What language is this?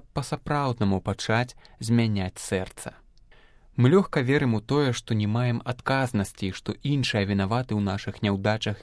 Belarusian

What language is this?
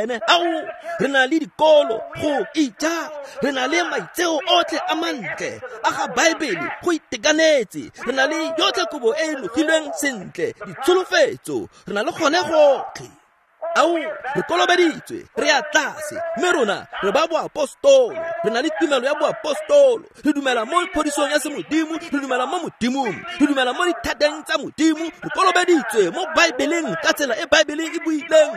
Tswana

